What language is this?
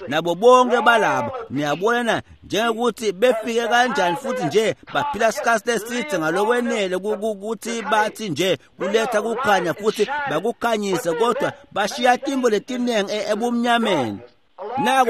Swati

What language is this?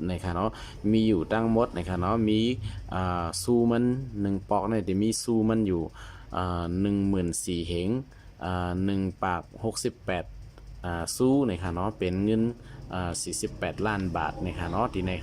Shan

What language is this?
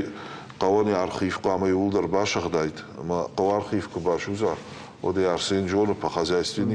Ossetic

